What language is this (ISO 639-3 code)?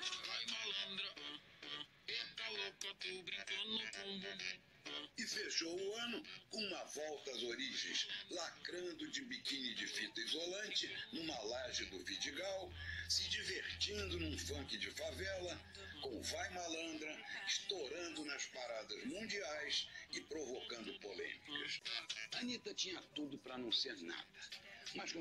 por